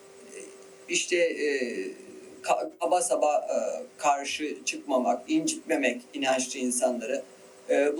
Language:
Turkish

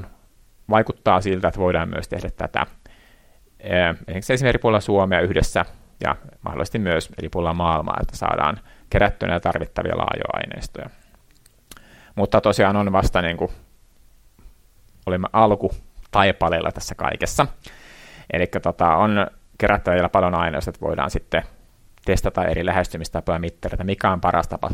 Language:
Finnish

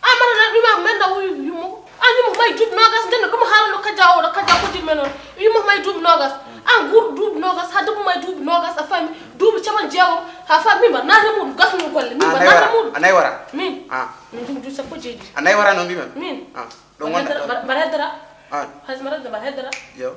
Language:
Fula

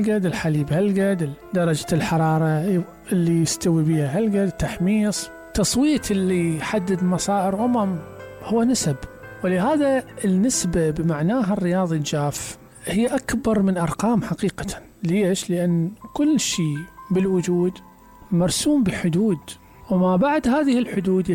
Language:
Mesopotamian Arabic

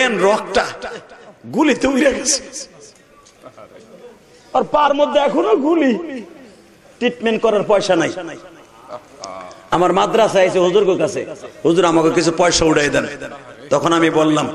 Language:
Bangla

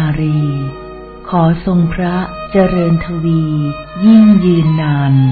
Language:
Thai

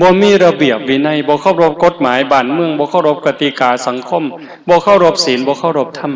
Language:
Northeastern Thai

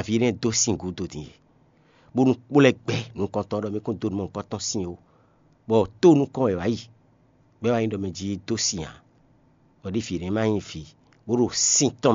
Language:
Fon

